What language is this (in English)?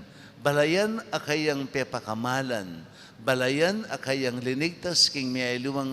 Pampanga